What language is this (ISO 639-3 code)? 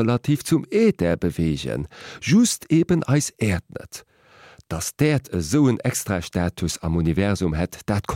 ltz